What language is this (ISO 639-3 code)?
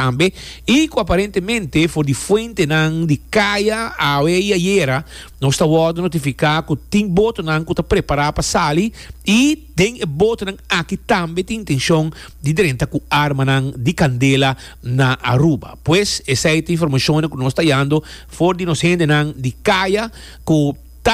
pap